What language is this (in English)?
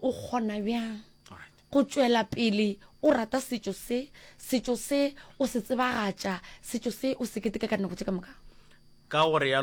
Northern Sotho